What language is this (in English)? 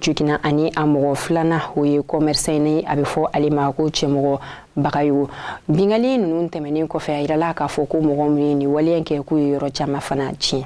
Bambara